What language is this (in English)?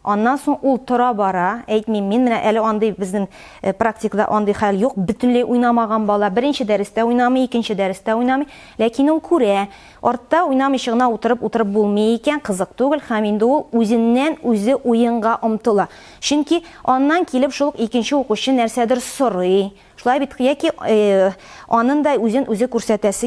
Tatar